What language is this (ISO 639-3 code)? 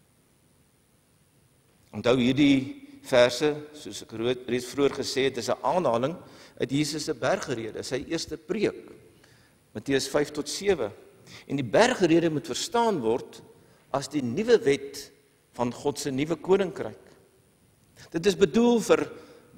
afr